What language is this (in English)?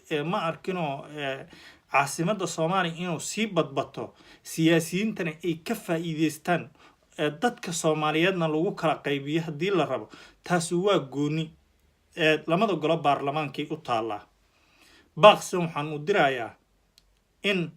Somali